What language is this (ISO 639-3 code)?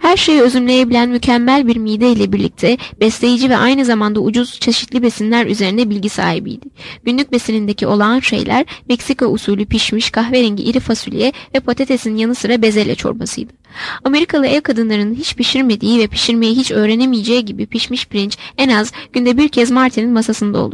tur